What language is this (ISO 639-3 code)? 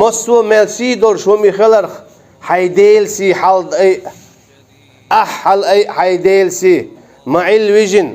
che